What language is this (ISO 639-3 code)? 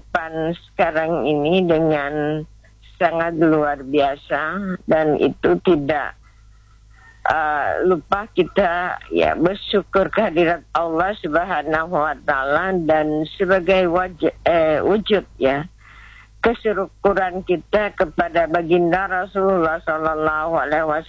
ind